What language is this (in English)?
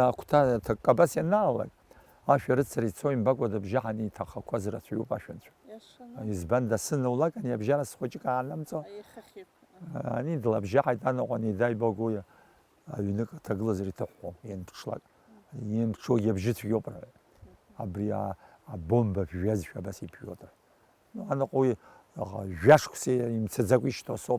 Abkhazian